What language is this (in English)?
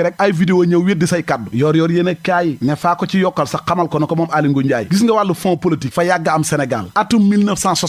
Wolof